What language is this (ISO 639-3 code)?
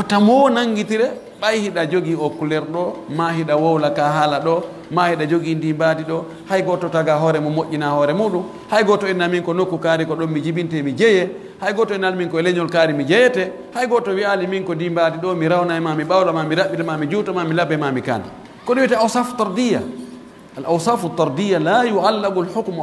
fuf